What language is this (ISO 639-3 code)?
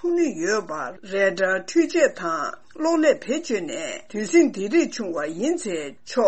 bod